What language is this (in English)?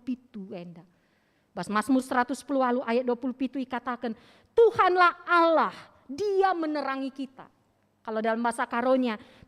Batak Karo